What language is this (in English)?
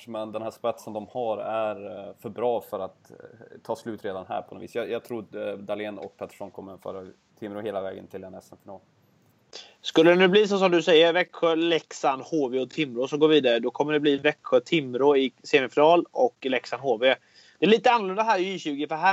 Swedish